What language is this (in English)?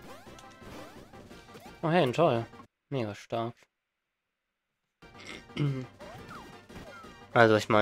German